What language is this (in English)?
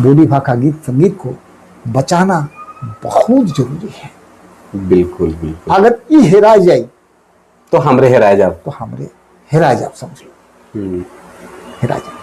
Sadri